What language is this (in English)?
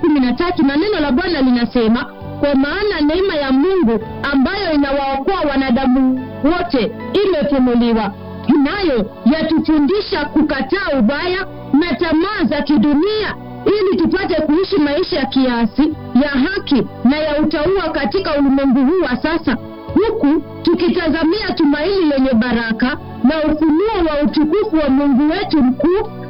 Swahili